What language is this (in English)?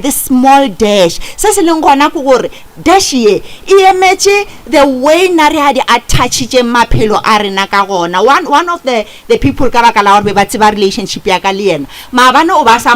Northern Sotho